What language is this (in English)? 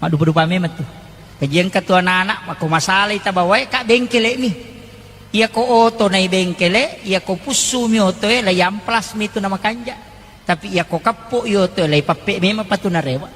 Buginese